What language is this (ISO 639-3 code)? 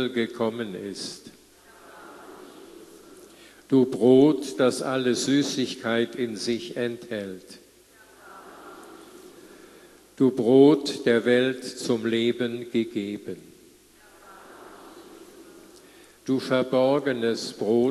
deu